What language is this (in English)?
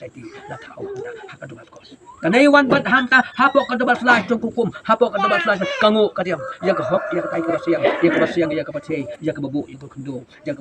Khasi